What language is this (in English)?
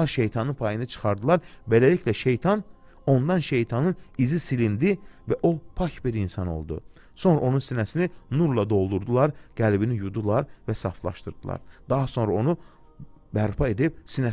Azerbaijani